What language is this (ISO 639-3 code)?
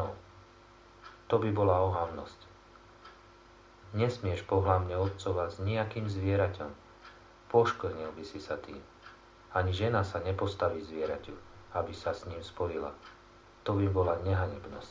slk